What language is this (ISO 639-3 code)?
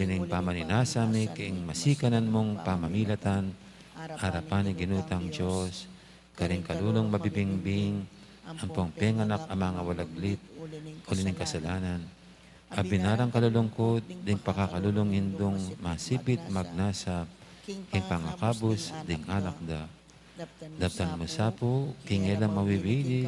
pam